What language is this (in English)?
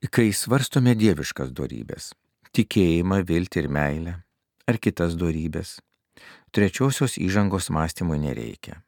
Lithuanian